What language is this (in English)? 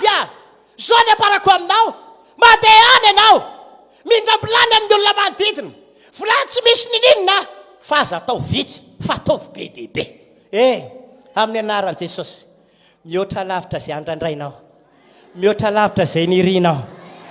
Malagasy